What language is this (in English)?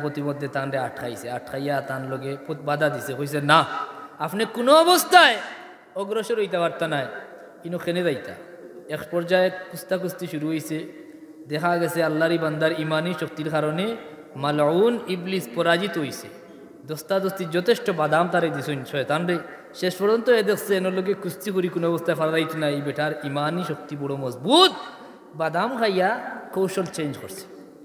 Sylheti